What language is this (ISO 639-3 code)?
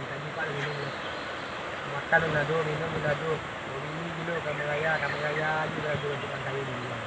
min